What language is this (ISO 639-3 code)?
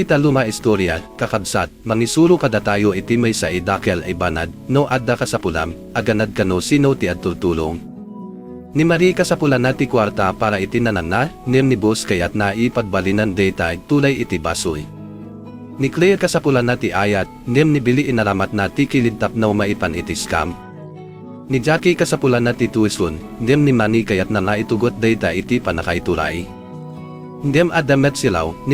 ilo